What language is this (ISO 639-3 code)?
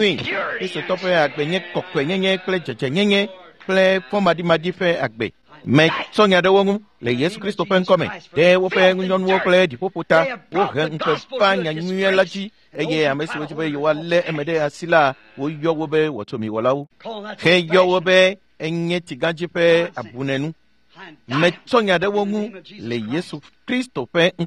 ewe